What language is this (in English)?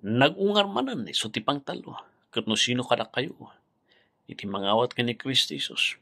Iloko